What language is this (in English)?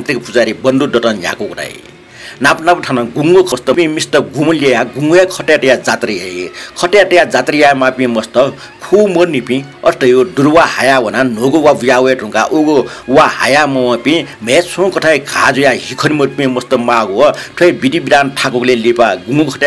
Newari